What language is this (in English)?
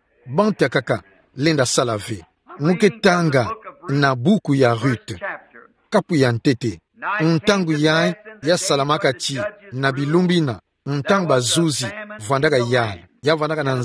Kituba (Democratic Republic of Congo)